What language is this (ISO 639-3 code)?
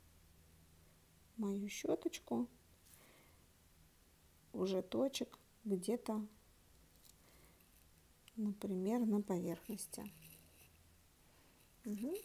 rus